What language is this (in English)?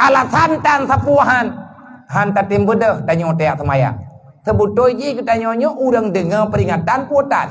Achinese